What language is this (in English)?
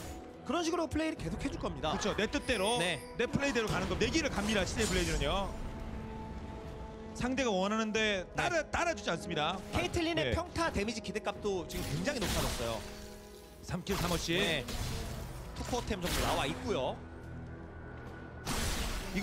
Korean